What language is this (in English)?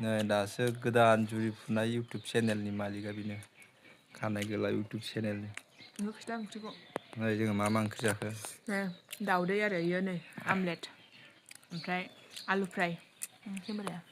Bodo